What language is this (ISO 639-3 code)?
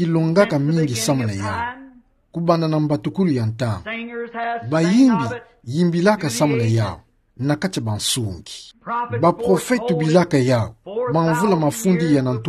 ktu